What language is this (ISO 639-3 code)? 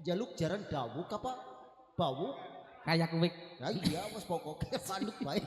jav